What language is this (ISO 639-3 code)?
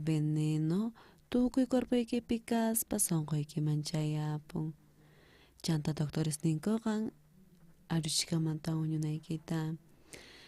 quh